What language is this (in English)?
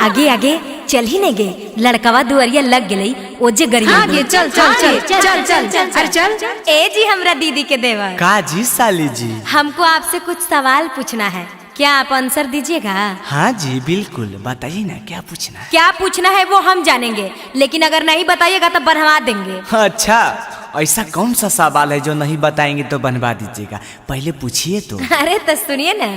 Magahi